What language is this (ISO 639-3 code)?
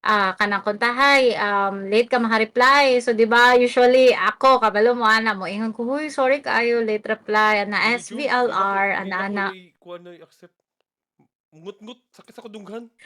ceb